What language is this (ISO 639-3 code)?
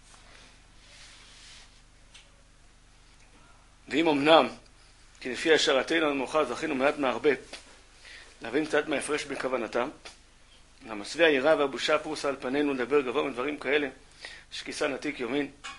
heb